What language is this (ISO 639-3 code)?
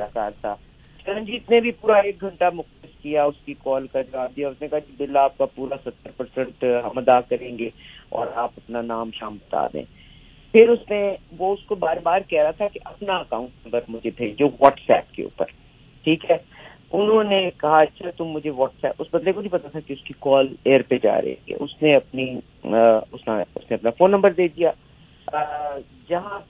urd